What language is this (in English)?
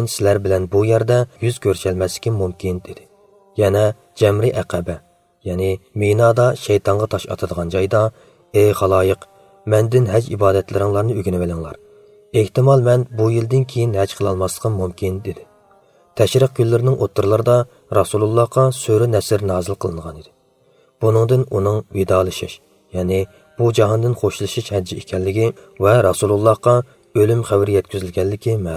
Uyghur